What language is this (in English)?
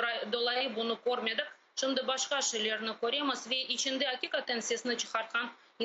Crimean Tatar